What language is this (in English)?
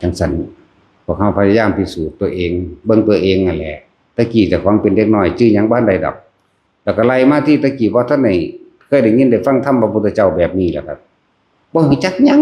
Northeastern Thai